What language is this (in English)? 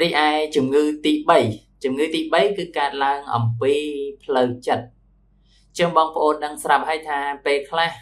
Khmer